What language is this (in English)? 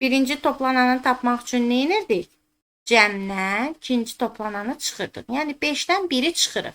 Azerbaijani